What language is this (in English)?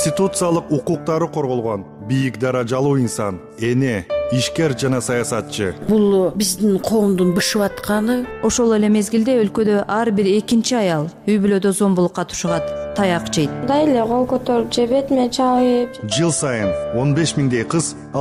Kyrgyz